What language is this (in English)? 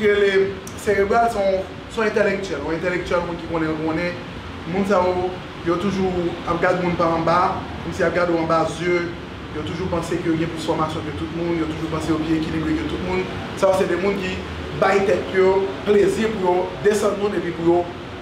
Haitian Creole